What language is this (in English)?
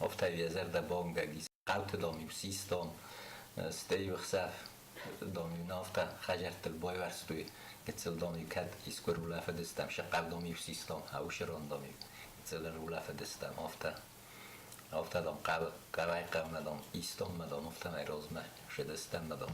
Ossetic